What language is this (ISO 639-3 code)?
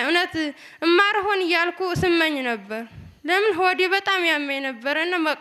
amh